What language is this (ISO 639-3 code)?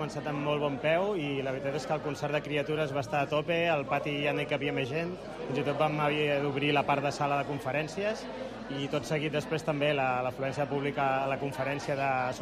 cat